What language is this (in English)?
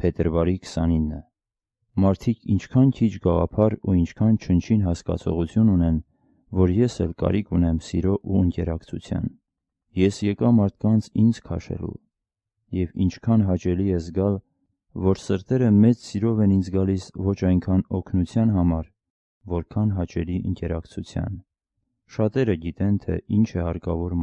Armenian